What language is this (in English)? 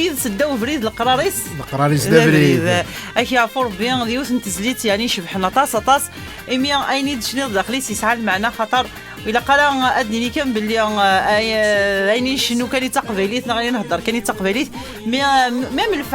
Kabyle